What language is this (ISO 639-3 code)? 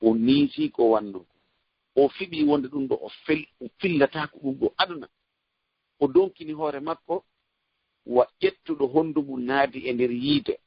ful